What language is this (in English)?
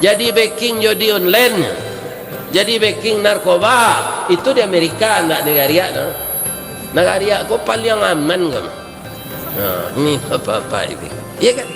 Minangkabau